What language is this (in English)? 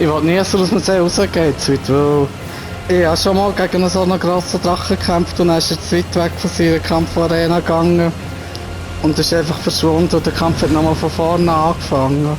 Swiss German